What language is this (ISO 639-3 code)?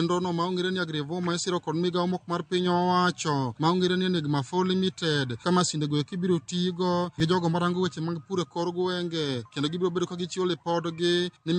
luo